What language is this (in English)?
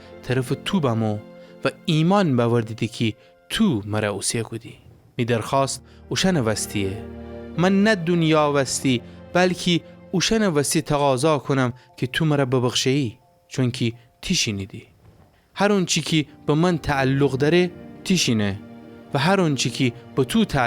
Gilaki